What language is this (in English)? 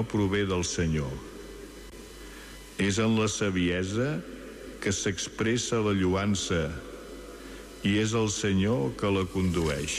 Catalan